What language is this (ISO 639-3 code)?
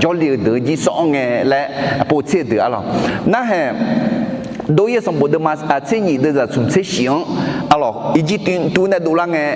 ahk